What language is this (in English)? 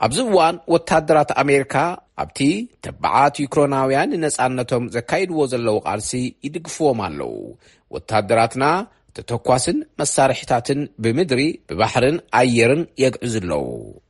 Tigrinya